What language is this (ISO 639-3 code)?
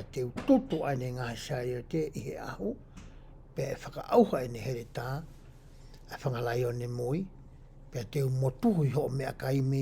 ton